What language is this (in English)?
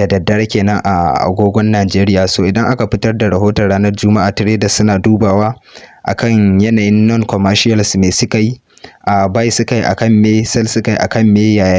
Hausa